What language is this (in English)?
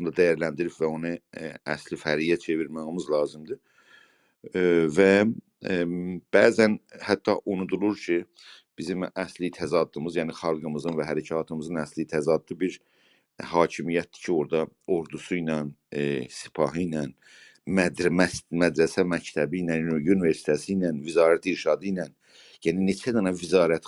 South Azerbaijani